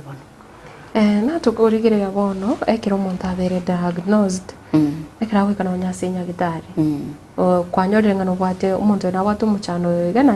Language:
Gusii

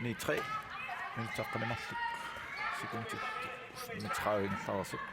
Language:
Kalaallisut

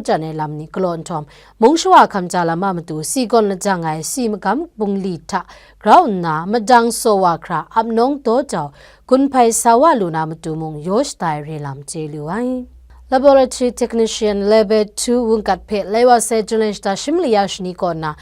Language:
Kachin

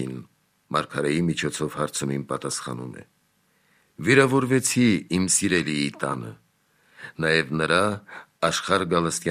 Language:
Armenian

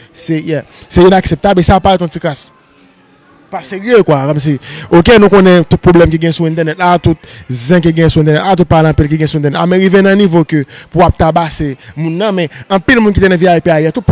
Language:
Haitian Creole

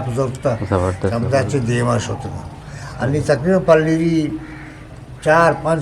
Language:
Eastern Balochi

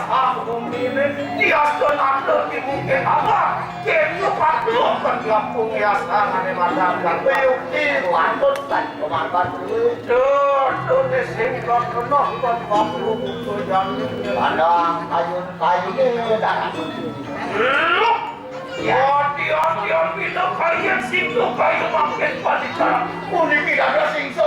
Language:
Balinese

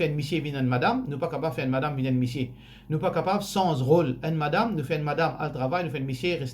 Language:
Morisyen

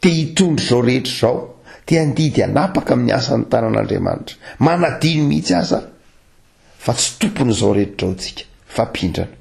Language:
Malagasy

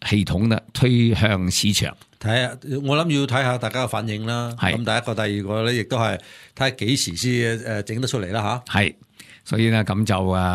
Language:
Cantonese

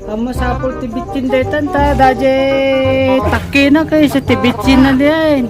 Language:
Iloko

